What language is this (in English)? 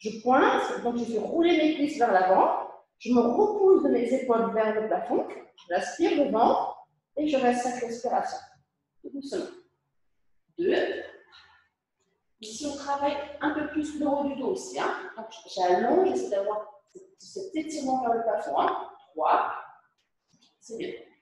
French